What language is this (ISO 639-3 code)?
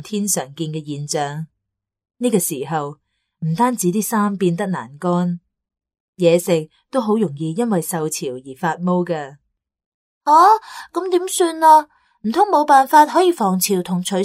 yue